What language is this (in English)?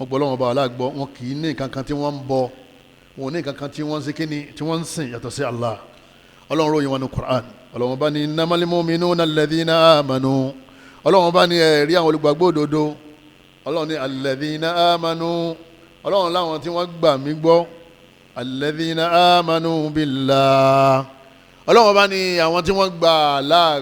Yoruba